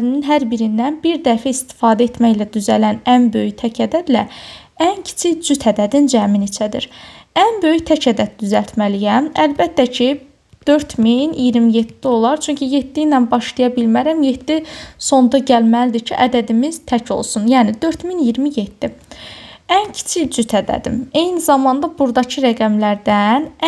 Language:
Azerbaijani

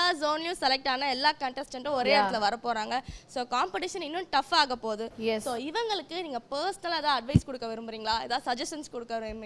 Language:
Tamil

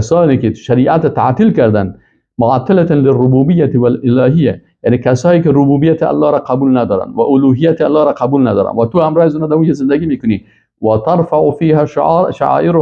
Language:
Persian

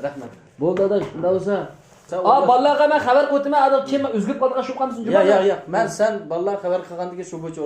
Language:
Uyghur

